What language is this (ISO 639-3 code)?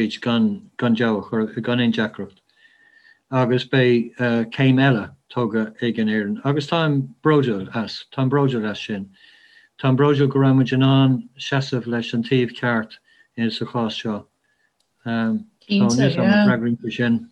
gle